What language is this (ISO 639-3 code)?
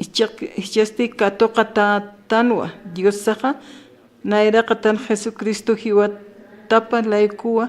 aym